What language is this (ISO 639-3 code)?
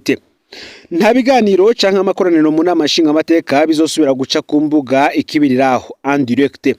run